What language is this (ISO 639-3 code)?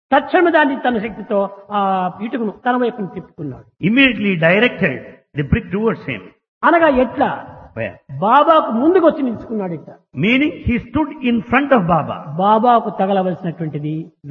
tel